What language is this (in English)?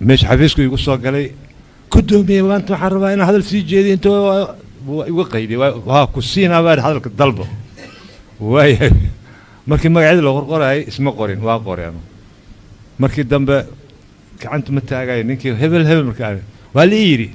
Somali